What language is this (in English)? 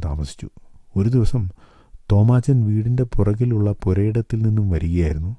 Malayalam